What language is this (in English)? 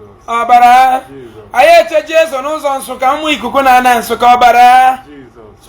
Igbo